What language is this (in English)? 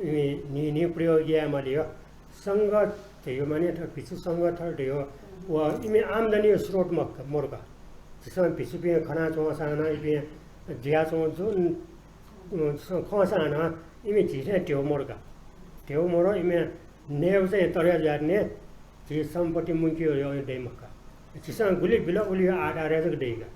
Newari